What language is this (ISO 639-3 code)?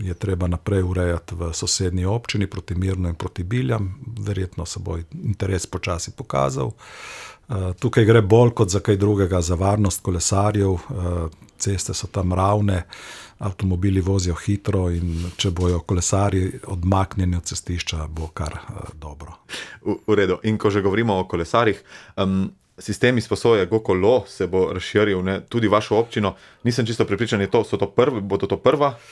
slv